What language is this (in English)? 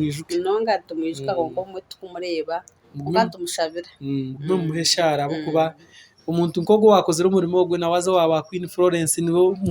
Nyankole